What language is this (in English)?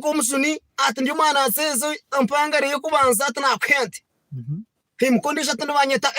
Nyankole